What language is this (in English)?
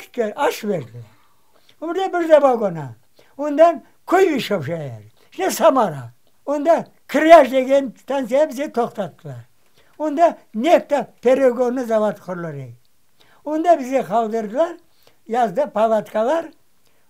Crimean Tatar